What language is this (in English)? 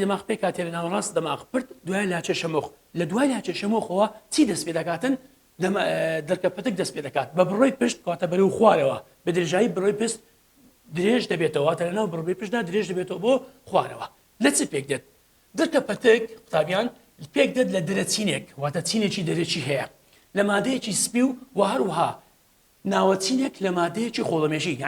Central Kurdish